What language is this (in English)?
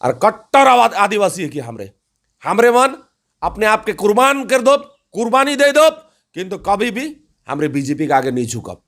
Sadri